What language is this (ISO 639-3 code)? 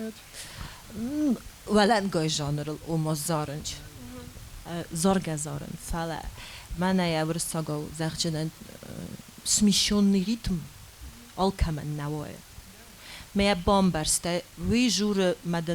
oss